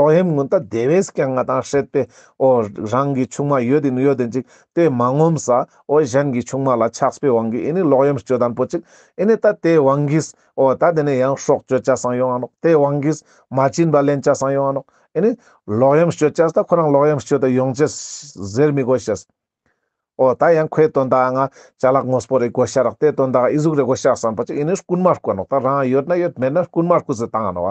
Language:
Ladakhi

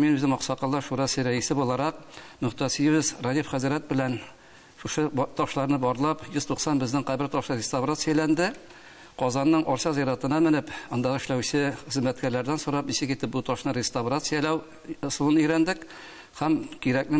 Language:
Tatar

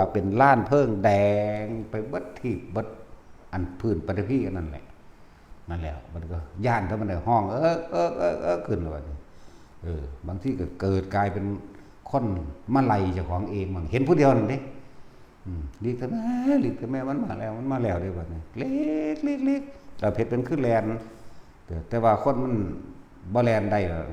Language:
Northeastern Thai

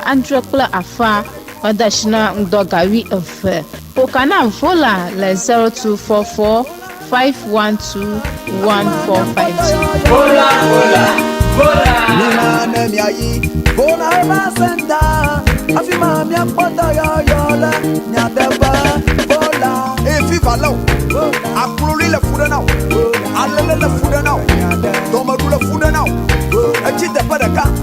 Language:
Ewe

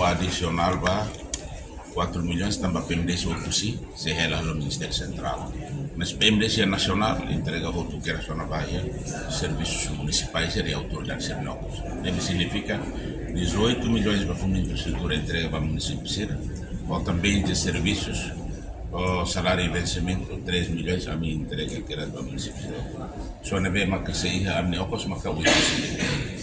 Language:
Tetum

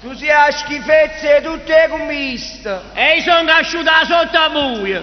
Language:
Neapolitan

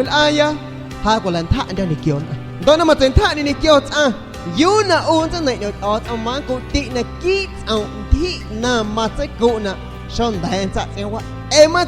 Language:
San Pedro Amuzgos Amuzgo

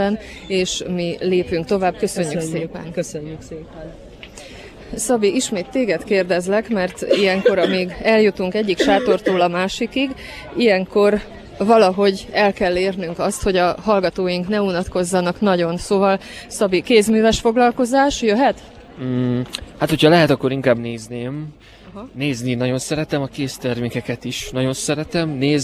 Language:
Hungarian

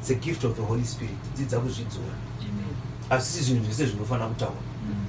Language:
Shona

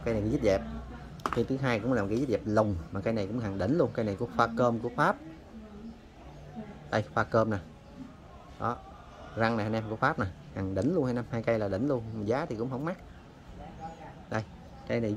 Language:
Vietnamese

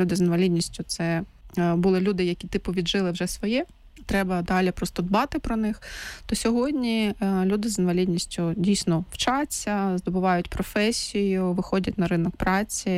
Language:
Ukrainian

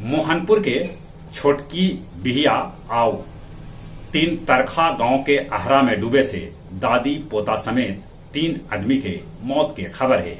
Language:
Magahi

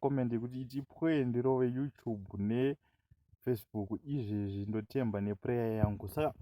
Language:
Shona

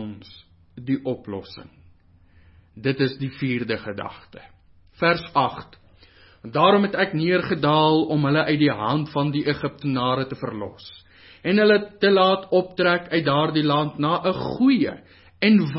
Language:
Afrikaans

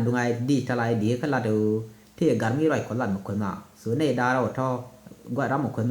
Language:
Nuer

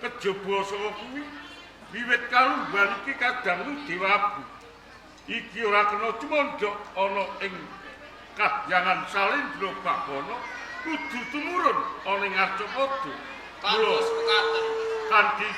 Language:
Javanese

